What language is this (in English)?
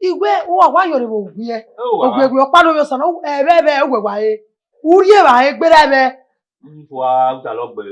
Bini